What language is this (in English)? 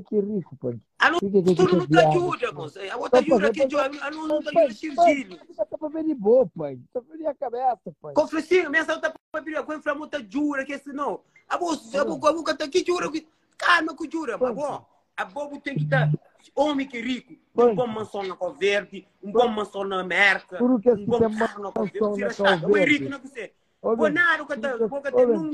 Kabuverdianu